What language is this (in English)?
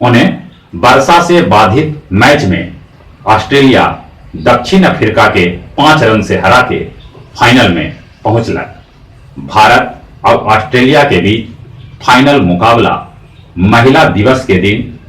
Magahi